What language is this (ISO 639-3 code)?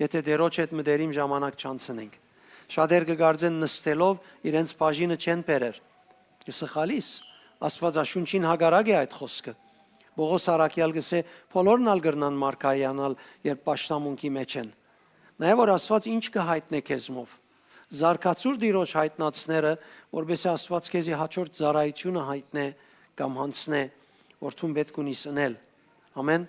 hyw